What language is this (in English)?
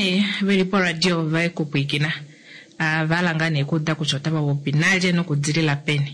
Kuanyama